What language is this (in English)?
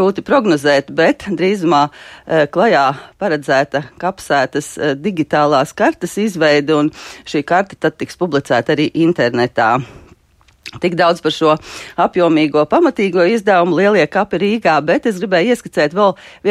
Latvian